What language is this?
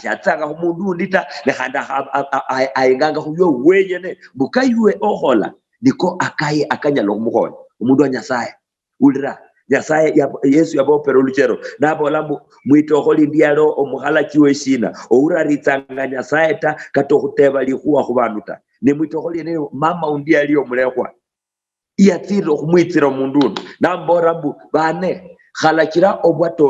Luyia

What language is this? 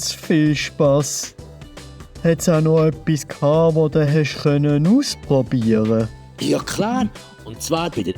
Swiss German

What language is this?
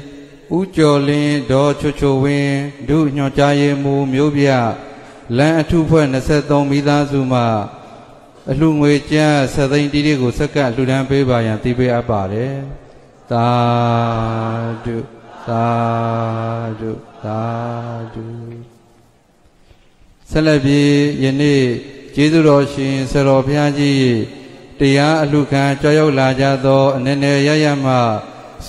Burmese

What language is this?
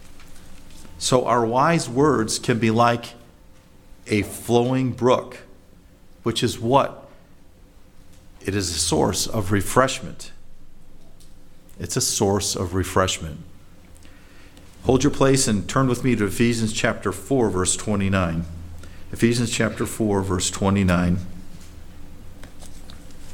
English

